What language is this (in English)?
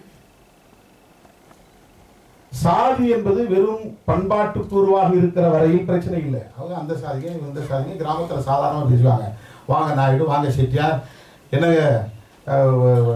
Tamil